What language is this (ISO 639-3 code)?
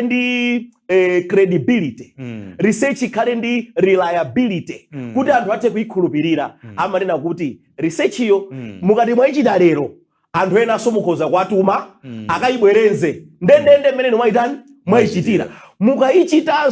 nya